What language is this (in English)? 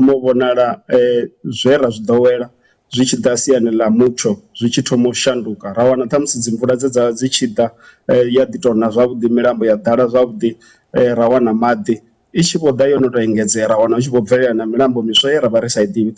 Venda